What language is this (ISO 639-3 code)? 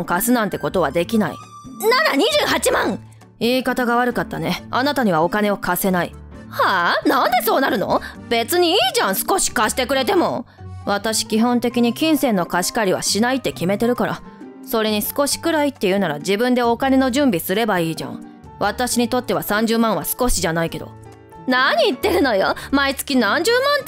jpn